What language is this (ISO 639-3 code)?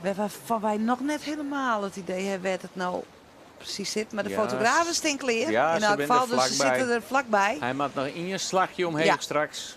fry